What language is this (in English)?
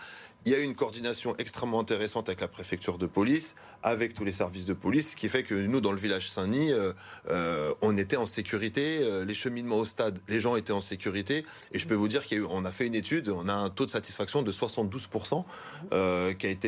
French